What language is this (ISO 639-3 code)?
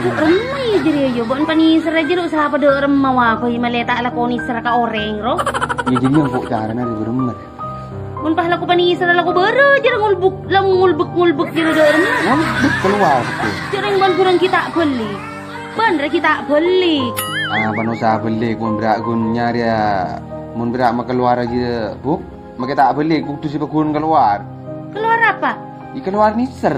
mad